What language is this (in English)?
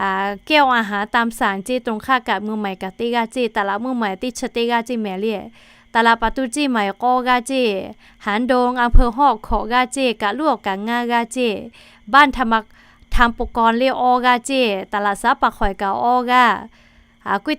Lahu